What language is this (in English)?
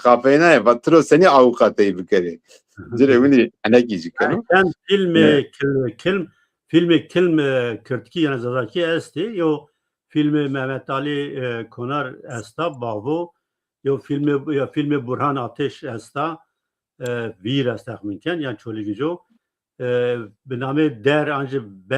Zaza